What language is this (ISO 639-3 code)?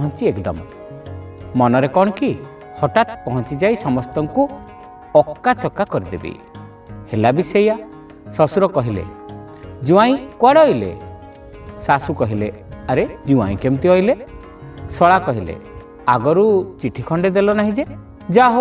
ori